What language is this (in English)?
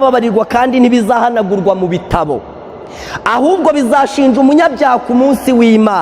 Kinyarwanda